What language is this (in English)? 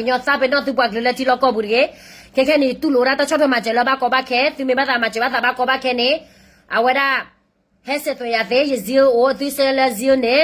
S'gaw Karen